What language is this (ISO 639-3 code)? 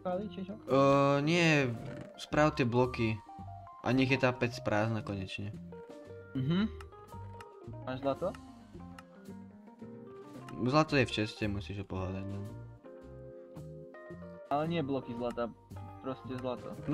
slk